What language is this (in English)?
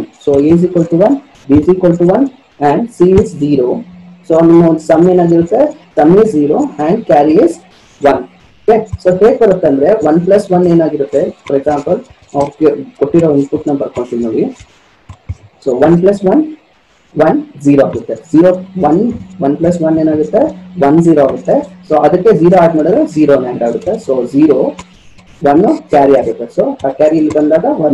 Kannada